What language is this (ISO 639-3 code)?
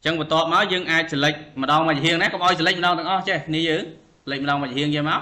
khm